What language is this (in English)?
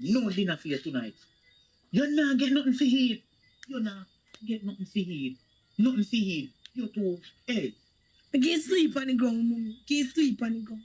Jamaican Creole English